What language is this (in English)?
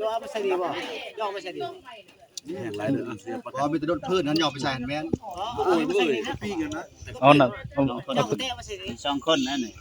Northeastern Thai